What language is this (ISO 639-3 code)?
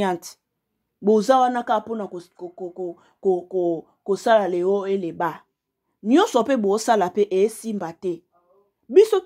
lin